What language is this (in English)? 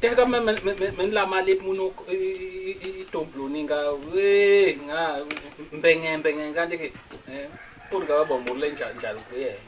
Basaa